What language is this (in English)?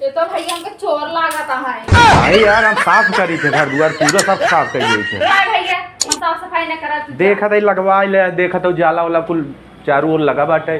Awadhi